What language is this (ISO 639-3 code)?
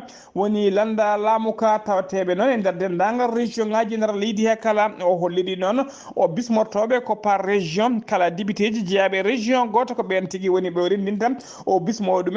ful